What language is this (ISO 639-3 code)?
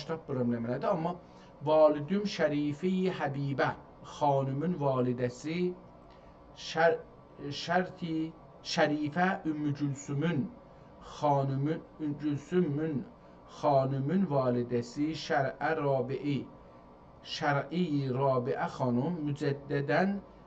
azb